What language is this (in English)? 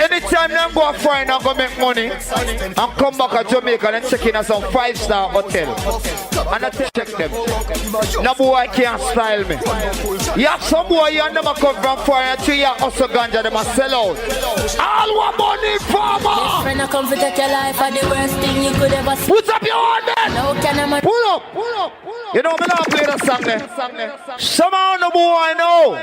Jamaican Creole English